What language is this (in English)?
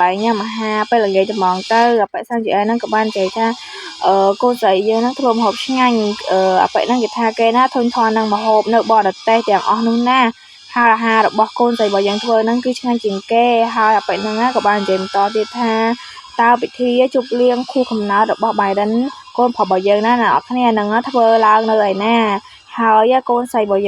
Khmer